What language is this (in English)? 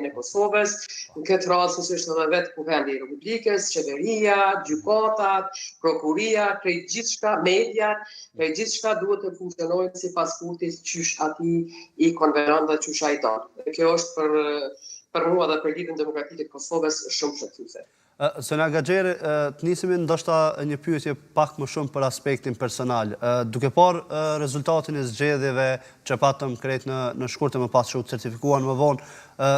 Albanian